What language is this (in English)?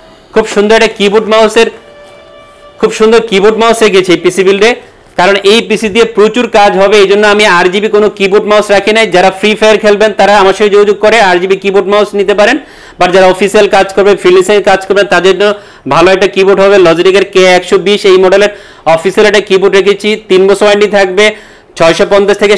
Bangla